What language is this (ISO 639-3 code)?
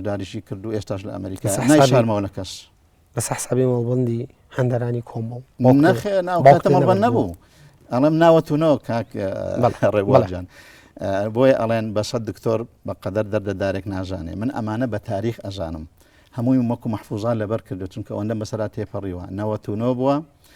ckb